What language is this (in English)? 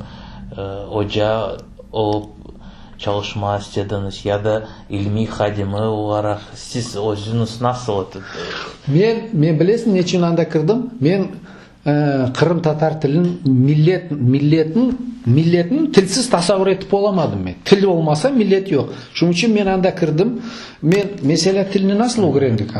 Crimean Tatar